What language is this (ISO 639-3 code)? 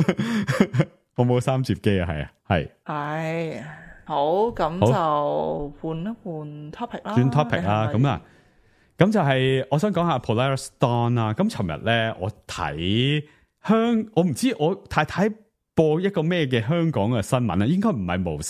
yue